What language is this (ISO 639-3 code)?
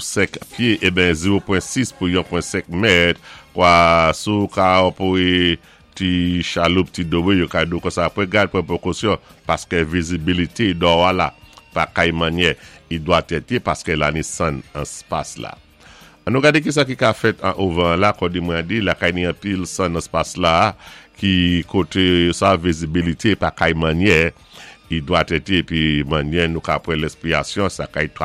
acf